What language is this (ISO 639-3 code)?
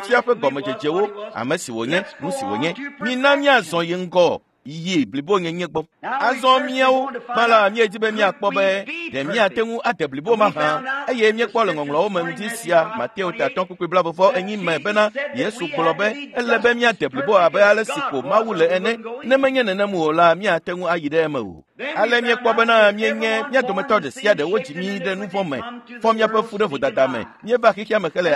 ewe